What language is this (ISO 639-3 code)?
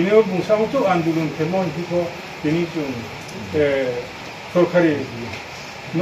ria